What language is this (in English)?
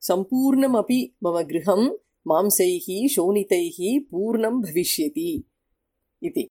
Sanskrit